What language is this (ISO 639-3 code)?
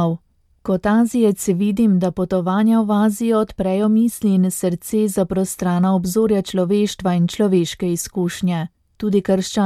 slv